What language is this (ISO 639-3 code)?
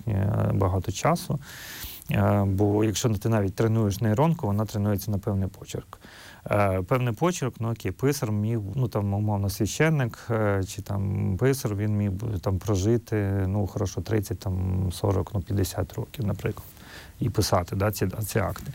ukr